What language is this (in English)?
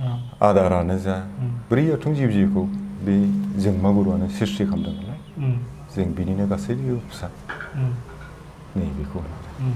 Bodo